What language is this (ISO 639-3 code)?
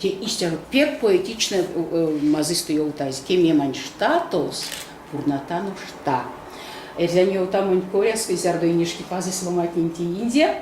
myv